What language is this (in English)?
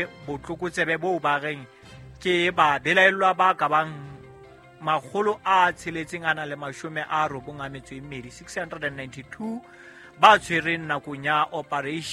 Southern Sotho